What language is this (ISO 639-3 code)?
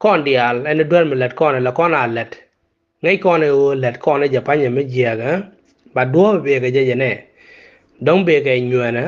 nus